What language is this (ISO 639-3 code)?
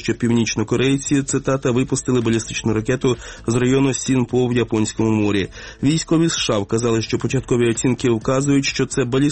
ukr